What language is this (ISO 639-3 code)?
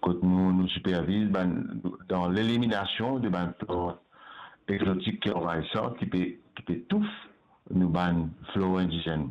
mfe